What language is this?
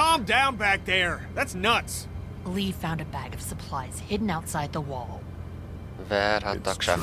Swiss German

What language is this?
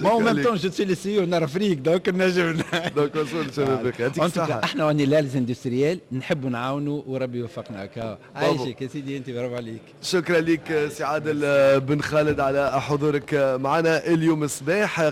Tunisian Arabic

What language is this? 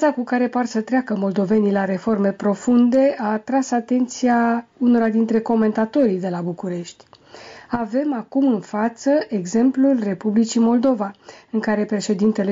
Romanian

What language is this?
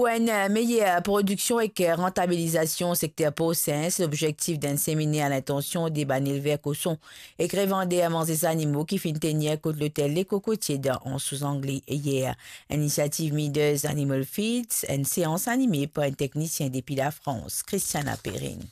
Morisyen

